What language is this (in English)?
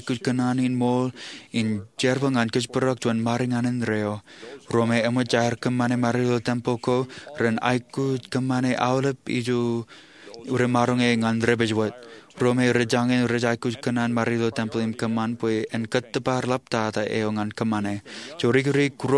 Marshallese